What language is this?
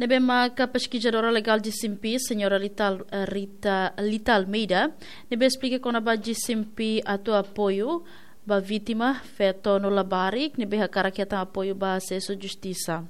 Tetum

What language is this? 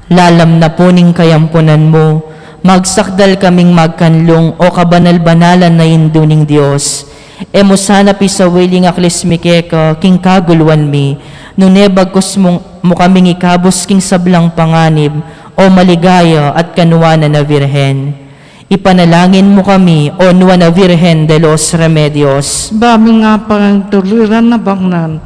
Pampanga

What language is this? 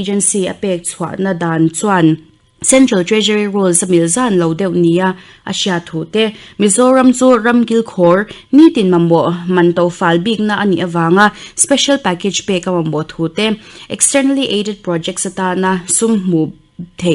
Mizo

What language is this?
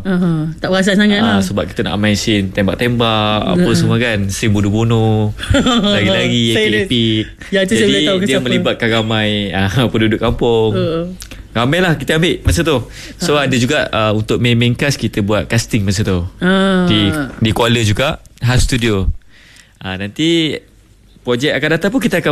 Malay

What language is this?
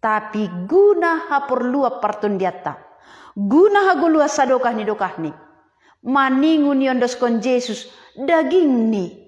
Batak Simalungun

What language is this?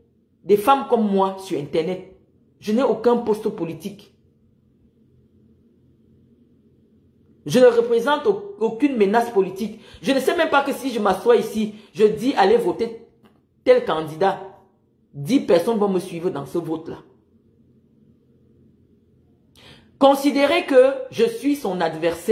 French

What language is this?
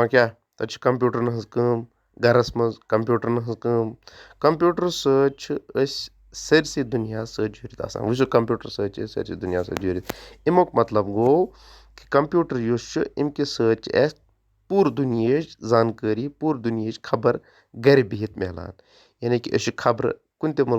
Kashmiri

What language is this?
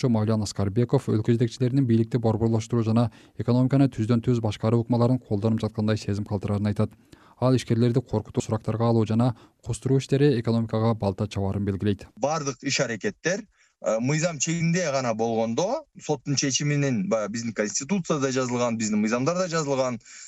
Kyrgyz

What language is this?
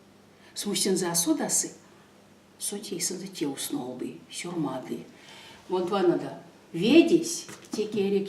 Erzya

